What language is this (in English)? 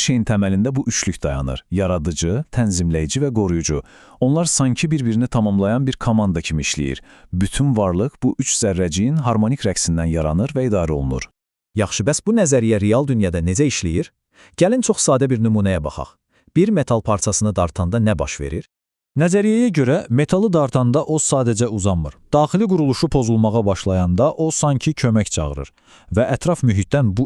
Azerbaijani